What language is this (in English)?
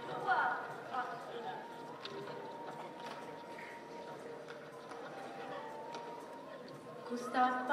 Malay